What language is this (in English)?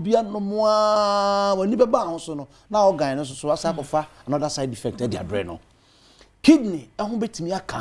Akan